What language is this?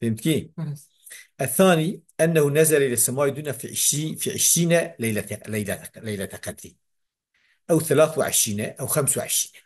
Kurdish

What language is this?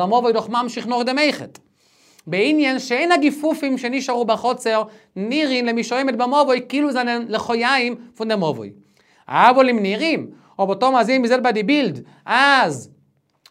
Yiddish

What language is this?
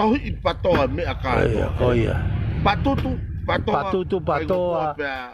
Tongan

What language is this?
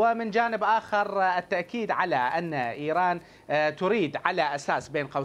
Mesopotamian Arabic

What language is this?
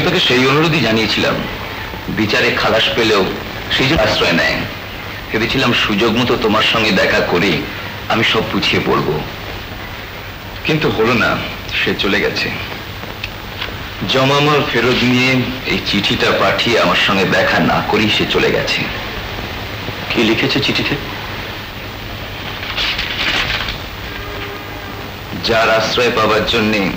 Bangla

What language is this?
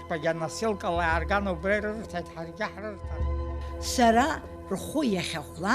Abkhazian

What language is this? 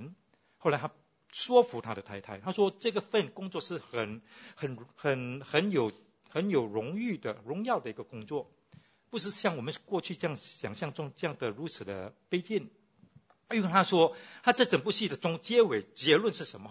Chinese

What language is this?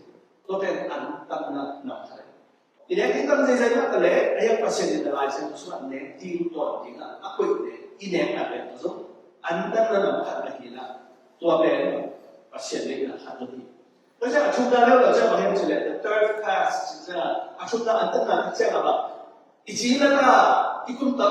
Tedim Chin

